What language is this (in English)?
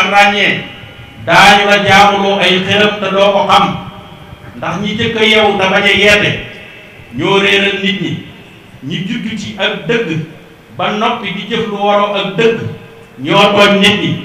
Wolof